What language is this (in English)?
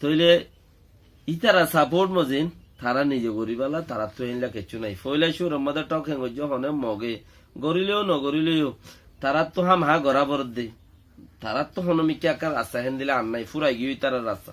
Rohingya